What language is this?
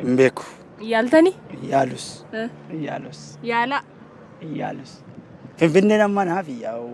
Oromo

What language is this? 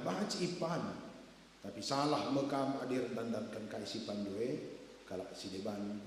Batak Karo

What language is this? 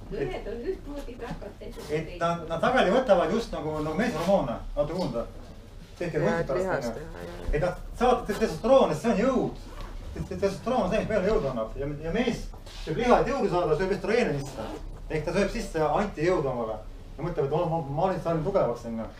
Estonian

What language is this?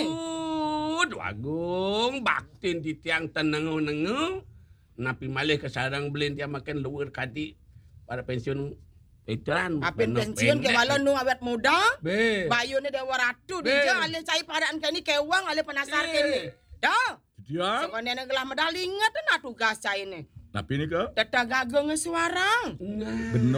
Balinese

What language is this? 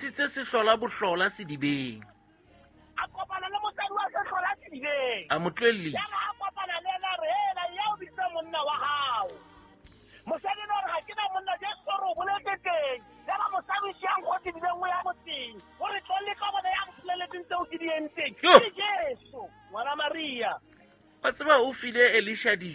Southern Sotho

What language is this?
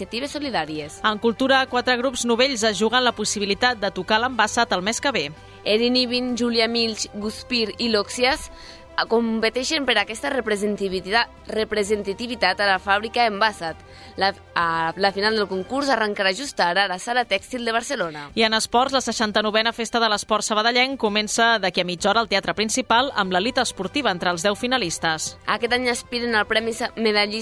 Catalan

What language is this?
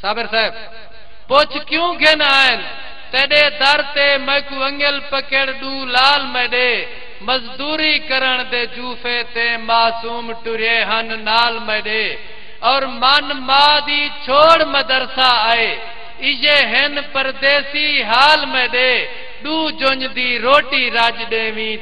Saraiki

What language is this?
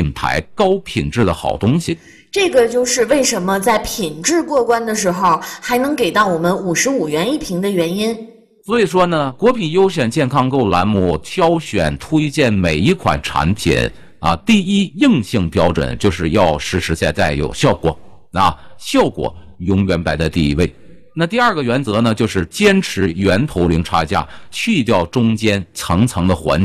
Chinese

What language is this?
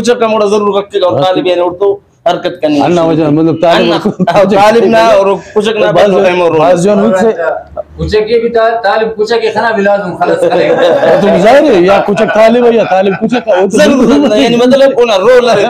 Brahui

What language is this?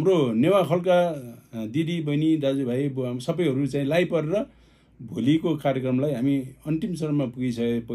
Nepali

